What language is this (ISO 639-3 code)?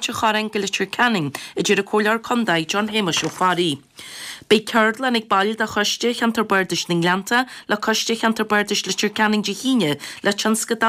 gle